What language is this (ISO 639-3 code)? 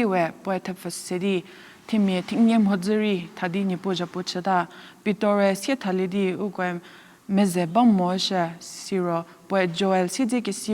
njm